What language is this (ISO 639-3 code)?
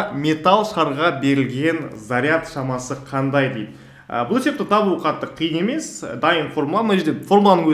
kaz